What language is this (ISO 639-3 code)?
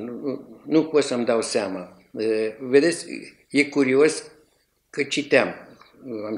ron